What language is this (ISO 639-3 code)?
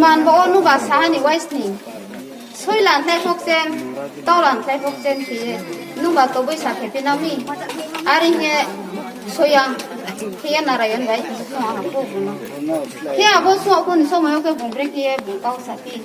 ria